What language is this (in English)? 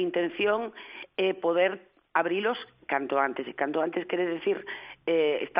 Galician